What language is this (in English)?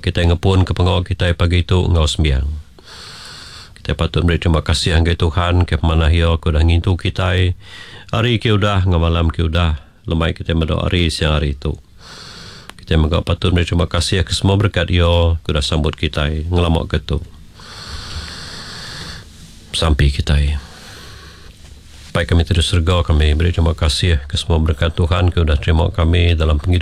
Iban